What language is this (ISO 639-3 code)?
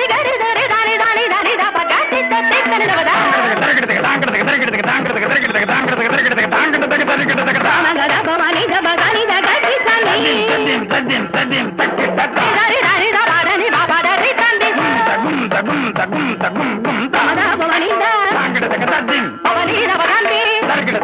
tam